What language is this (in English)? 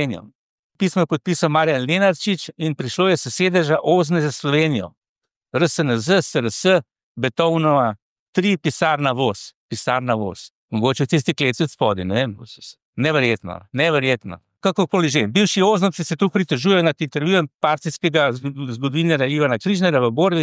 Slovenian